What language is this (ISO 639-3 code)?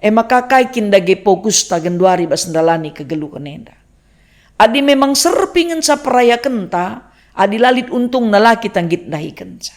btx